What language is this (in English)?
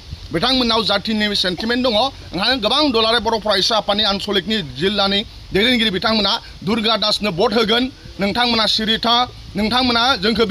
Bodo